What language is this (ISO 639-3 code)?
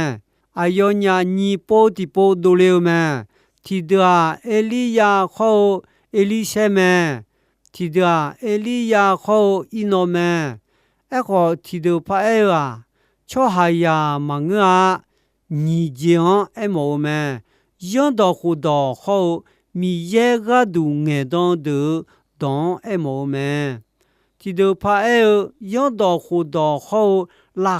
ahk